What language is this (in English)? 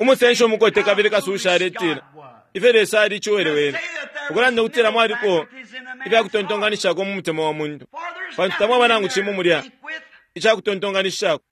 Bemba